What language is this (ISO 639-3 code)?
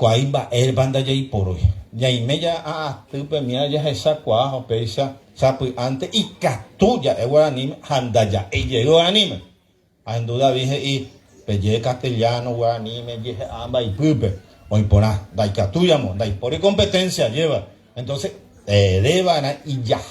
grn